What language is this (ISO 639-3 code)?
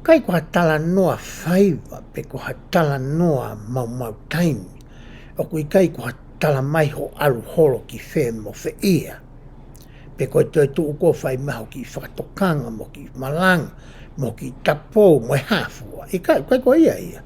ton